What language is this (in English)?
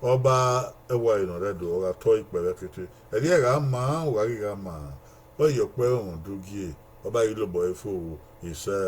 Bini